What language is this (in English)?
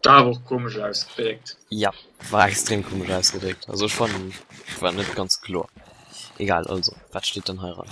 Luxembourgish